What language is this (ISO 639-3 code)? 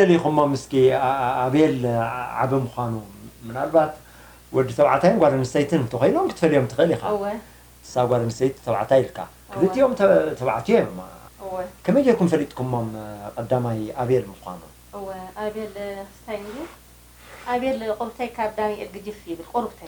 tir